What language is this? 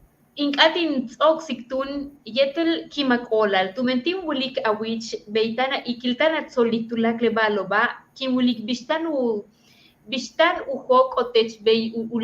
Yucateco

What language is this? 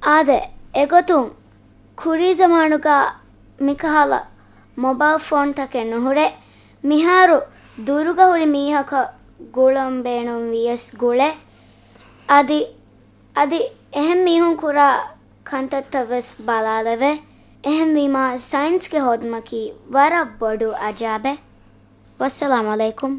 Divehi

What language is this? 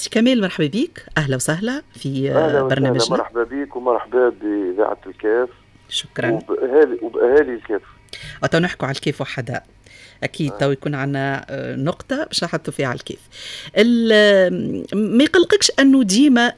Tunisian Arabic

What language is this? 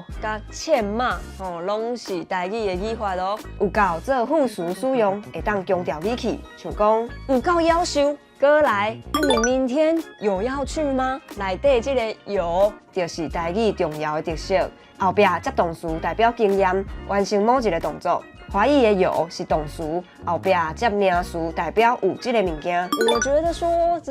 Min Nan Chinese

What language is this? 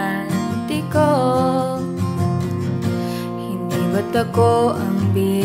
Filipino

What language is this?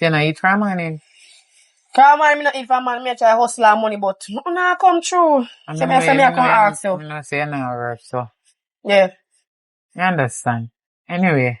Jamaican Creole English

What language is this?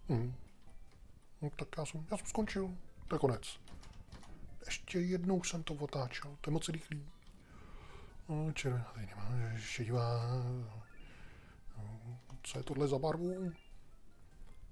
Czech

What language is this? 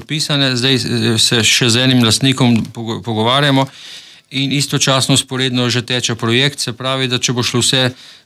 Slovenian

